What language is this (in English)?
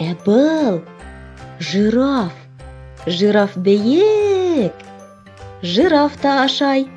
Bashkir